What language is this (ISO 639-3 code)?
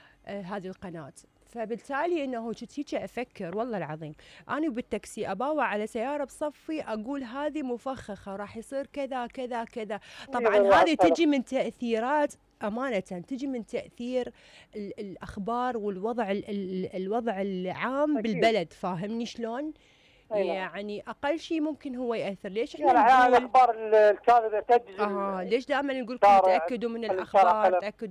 acm